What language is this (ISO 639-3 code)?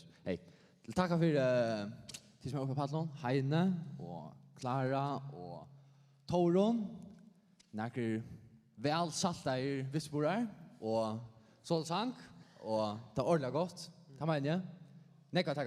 fao